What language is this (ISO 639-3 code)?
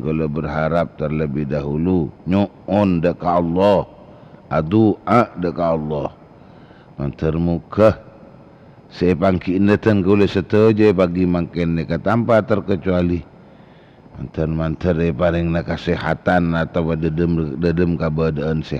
mad